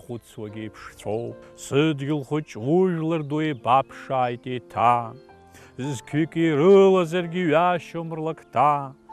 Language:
Abkhazian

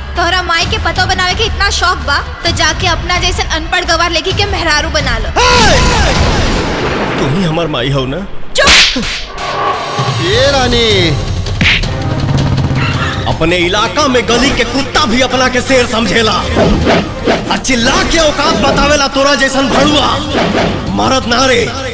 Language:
Bhojpuri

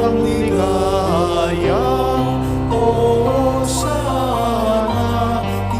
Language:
Pampanga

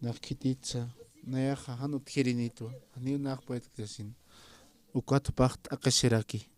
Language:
Aymara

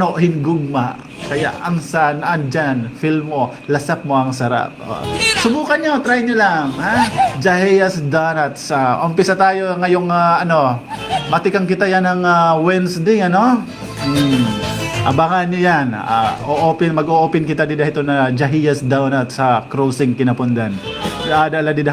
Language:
Waray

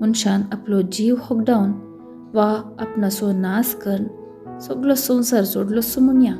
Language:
Konkani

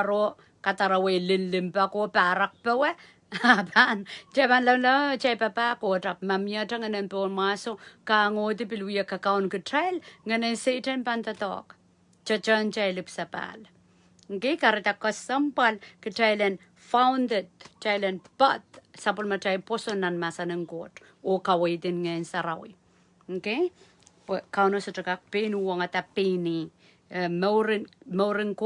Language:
Pohnpeian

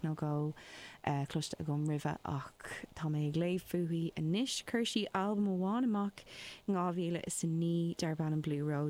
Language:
Irish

